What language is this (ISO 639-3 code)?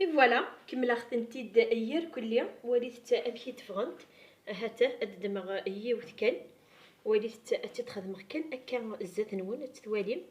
kab